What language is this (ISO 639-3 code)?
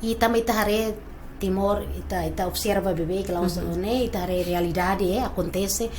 tet